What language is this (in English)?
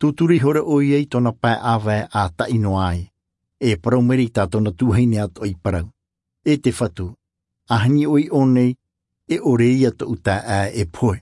Tahitian